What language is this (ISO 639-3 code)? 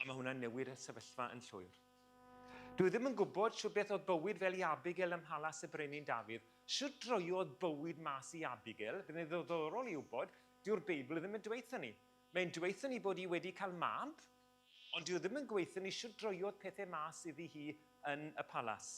cym